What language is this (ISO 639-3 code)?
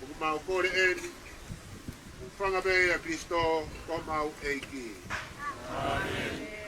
ton